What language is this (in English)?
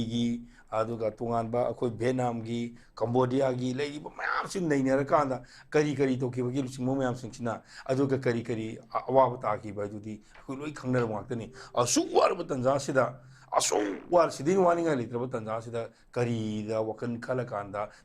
Manipuri